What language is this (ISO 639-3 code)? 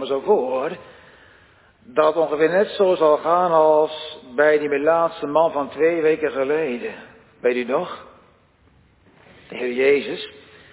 nld